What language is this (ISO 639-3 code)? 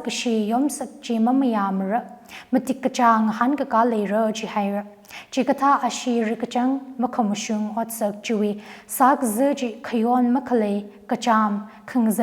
nmf